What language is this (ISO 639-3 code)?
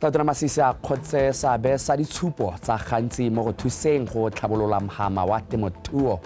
tsn